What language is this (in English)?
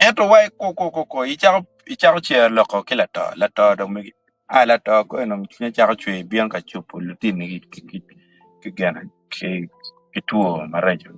Acoli